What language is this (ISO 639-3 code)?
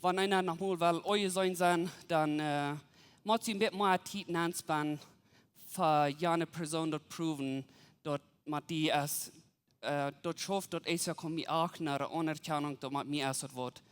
pdt